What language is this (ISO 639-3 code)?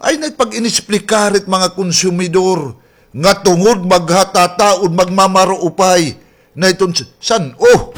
war